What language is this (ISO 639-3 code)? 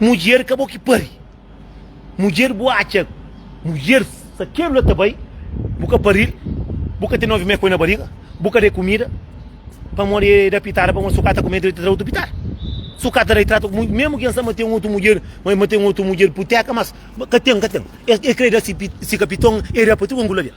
kea